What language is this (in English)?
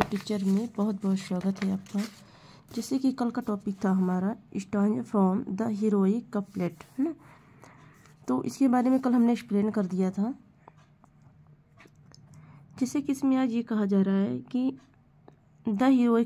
Hindi